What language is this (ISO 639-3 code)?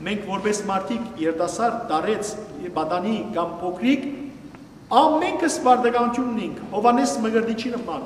hyw